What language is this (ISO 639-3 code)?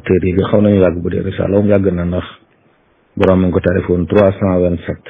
wol